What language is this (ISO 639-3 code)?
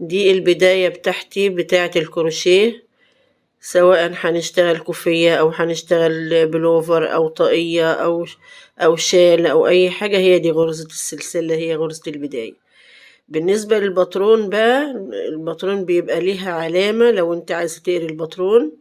arz